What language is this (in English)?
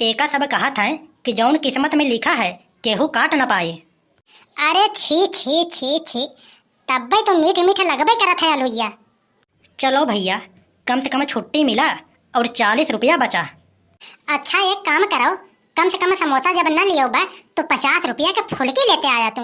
Awadhi